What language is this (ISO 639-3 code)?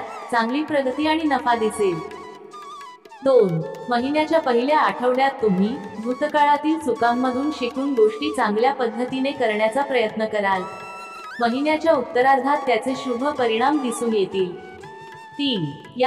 mar